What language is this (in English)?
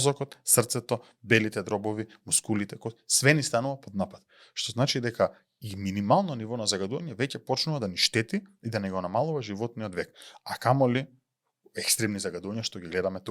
Macedonian